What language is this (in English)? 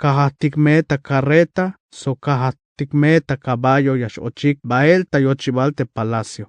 Tzeltal